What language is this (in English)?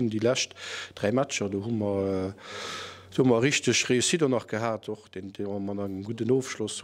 Luxembourgish